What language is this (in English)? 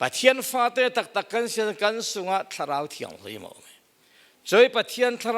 Falam Chin